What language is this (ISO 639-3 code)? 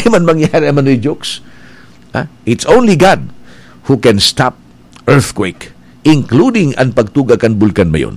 bik